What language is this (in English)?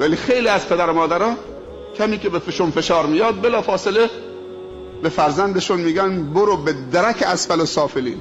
Persian